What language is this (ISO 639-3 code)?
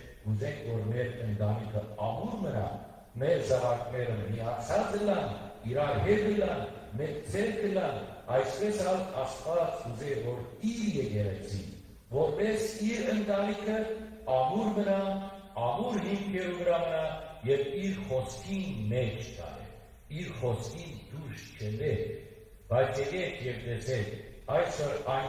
hyw